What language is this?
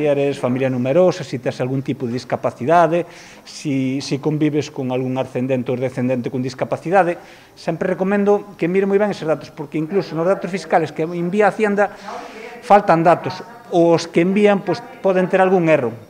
Galician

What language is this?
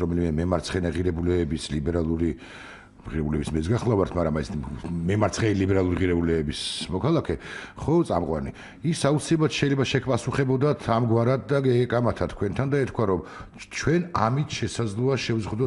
Georgian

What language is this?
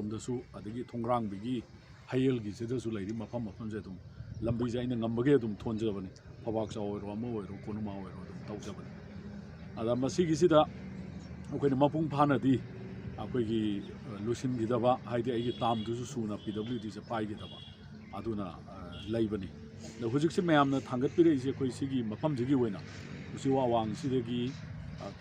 Manipuri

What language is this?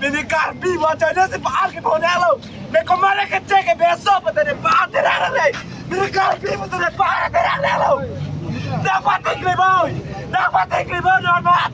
Karbi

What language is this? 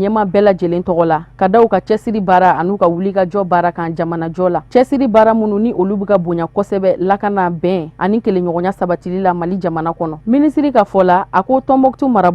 Bambara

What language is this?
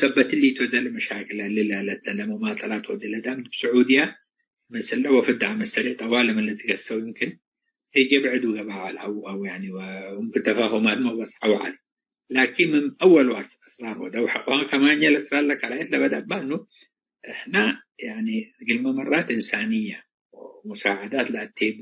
Tigre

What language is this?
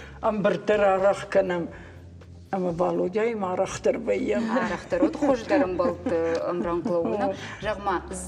Ossetic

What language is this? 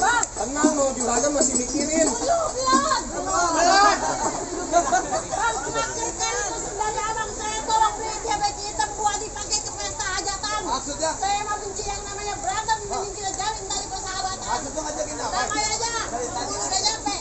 Betawi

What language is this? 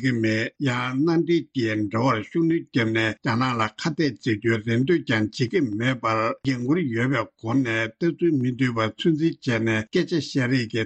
Tibetan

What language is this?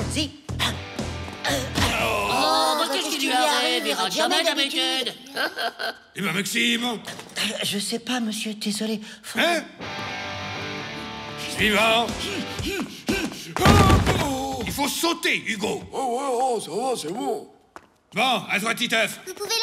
French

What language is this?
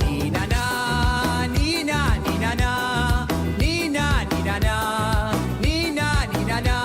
Morisyen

